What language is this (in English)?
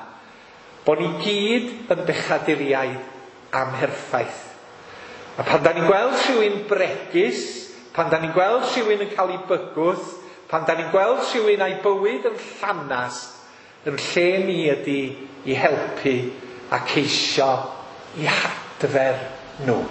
Welsh